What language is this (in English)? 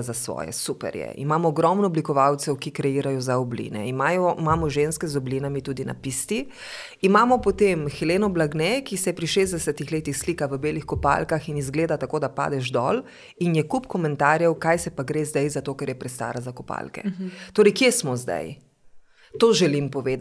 Slovenian